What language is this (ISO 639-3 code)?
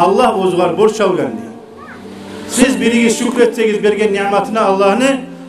kum